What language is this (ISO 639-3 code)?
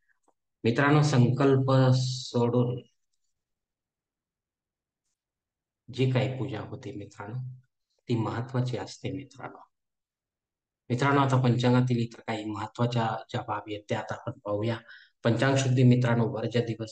mar